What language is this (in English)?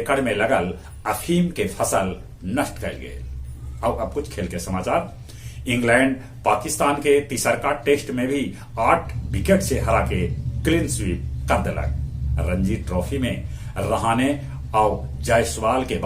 Magahi